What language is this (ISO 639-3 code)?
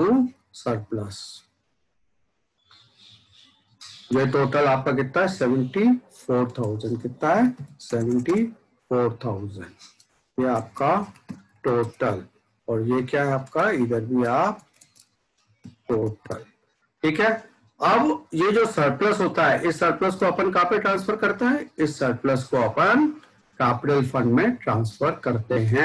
hin